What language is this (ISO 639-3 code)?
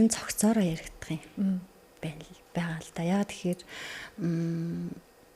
mon